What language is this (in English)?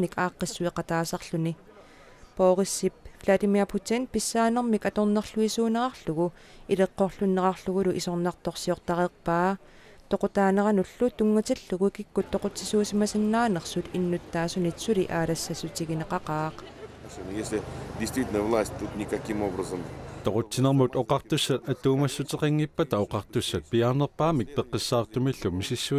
Kalaallisut